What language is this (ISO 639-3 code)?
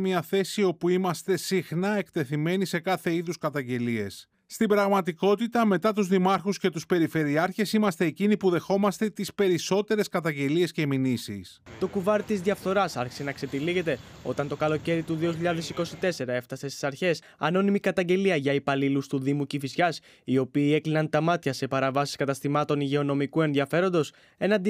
ell